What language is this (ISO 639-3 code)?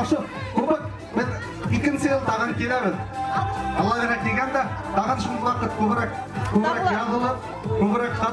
bak